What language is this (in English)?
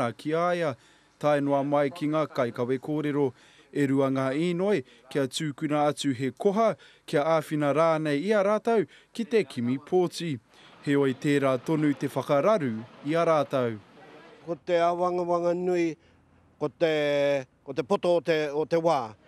Māori